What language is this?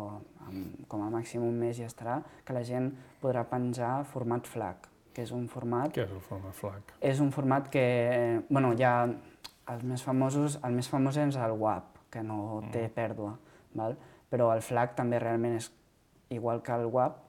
Catalan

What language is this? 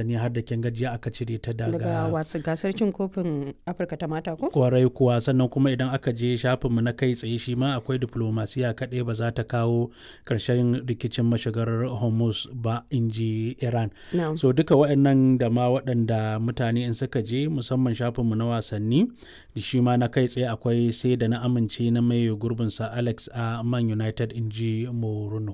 Hausa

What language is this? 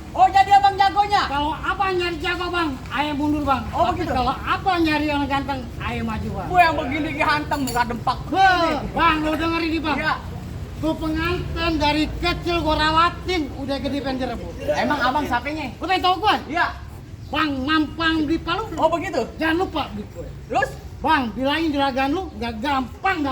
Betawi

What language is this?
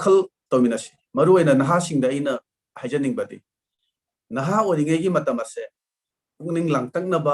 Manipuri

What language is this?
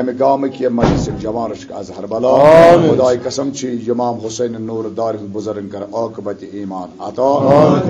Kashmiri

